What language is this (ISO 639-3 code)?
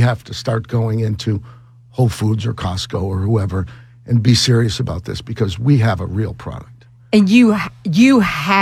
eng